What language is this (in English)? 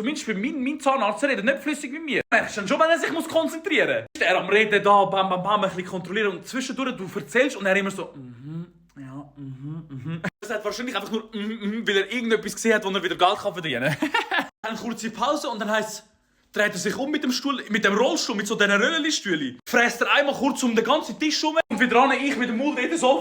Swiss German